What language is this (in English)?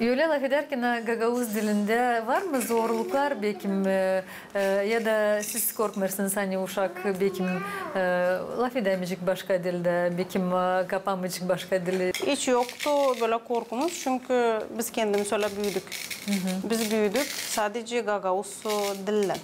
Gagauz